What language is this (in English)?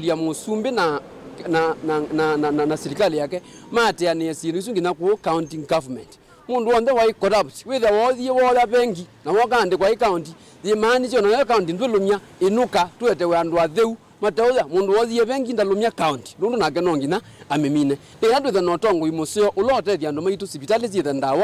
Kamba